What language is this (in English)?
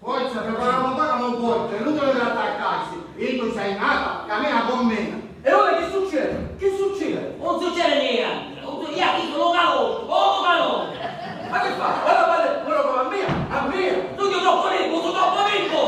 Sicilian